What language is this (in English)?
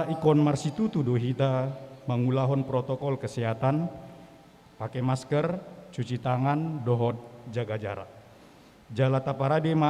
Batak Toba